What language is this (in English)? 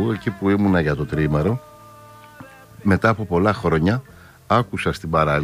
Greek